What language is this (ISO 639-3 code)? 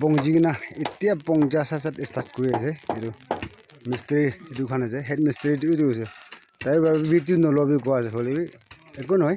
nag